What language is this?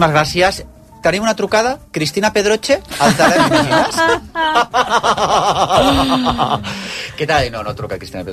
Catalan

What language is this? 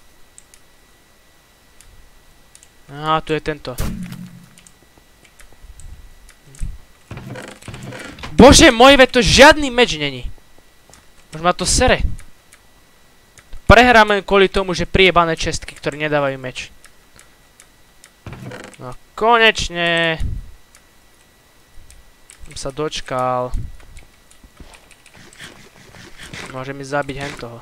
Slovak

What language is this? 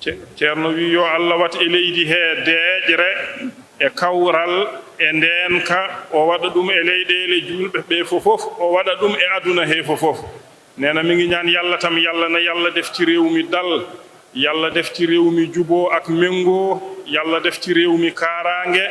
Fula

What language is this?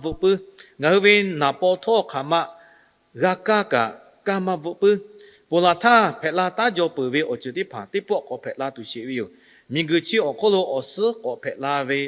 Lahu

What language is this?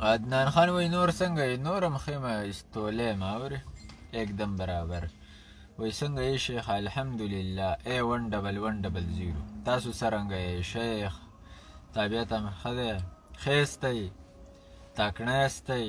Pashto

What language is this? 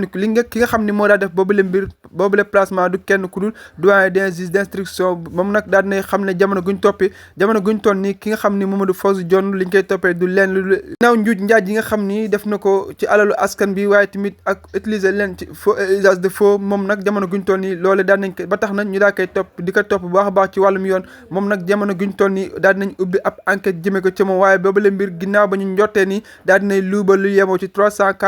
Wolof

